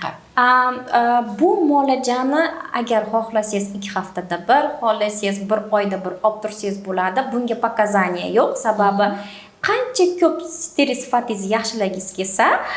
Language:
Uzbek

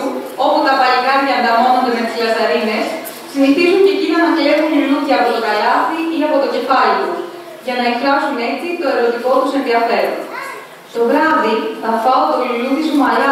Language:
Greek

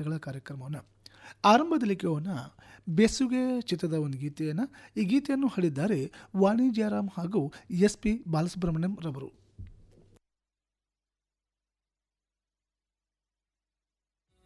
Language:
Kannada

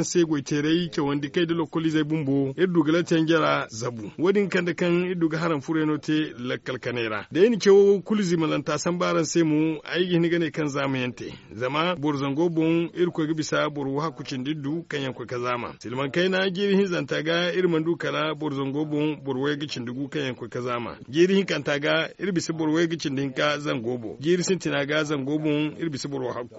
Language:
Zarma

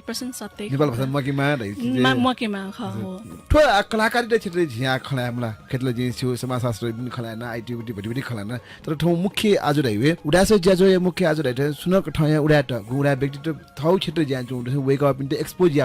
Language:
Newari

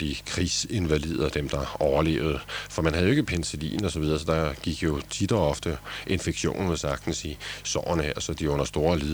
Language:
Danish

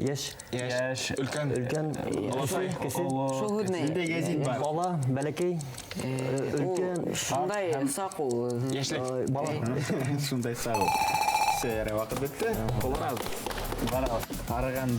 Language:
Bashkir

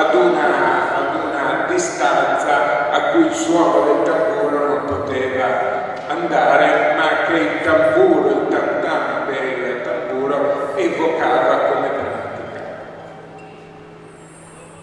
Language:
Italian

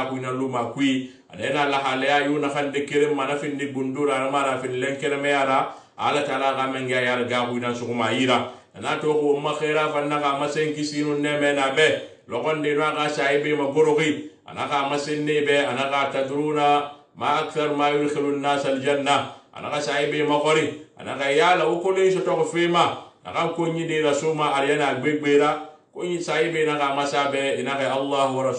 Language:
Susu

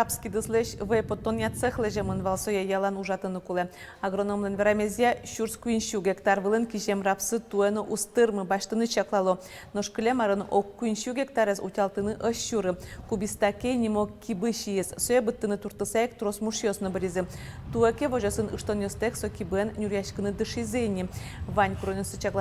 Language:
Udmurt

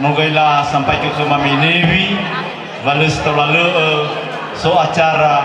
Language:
Nias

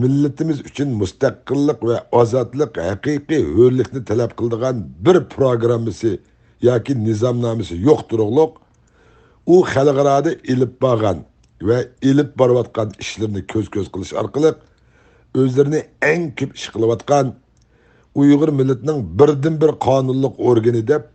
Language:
Uyghur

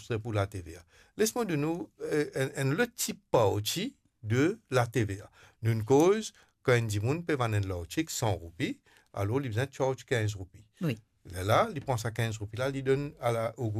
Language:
Morisyen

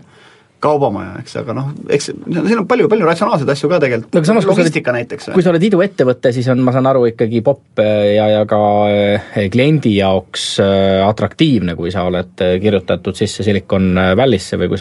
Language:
Estonian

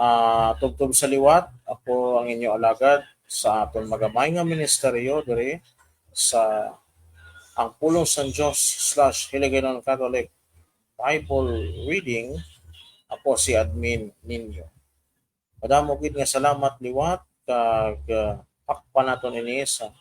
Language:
Hiligaynon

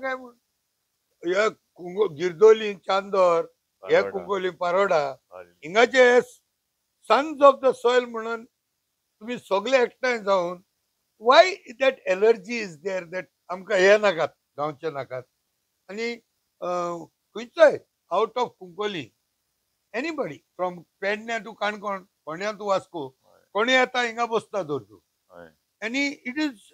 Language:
Konkani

